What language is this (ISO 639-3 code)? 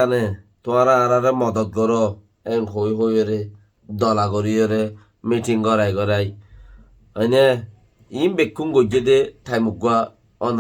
rhg